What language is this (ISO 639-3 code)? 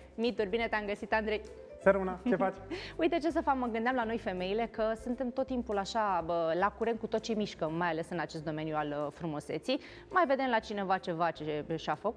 ron